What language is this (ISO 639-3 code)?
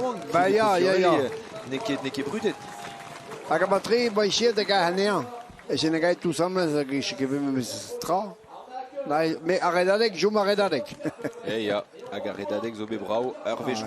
bre